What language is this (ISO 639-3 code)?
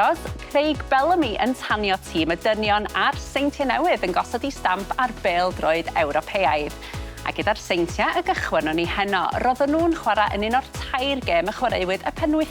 cym